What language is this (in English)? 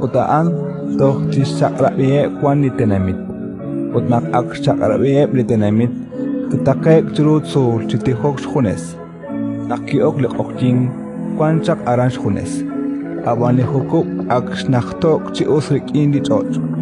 Kekchí